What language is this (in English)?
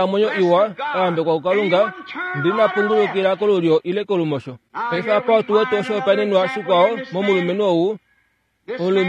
Kuanyama